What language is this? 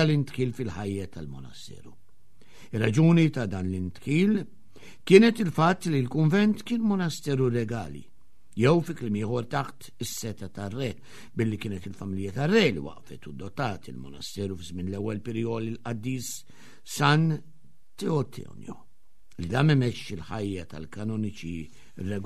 Maltese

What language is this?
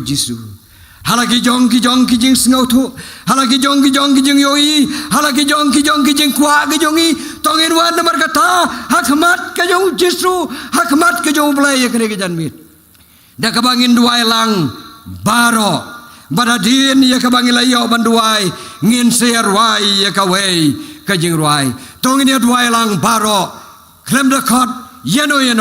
Khasi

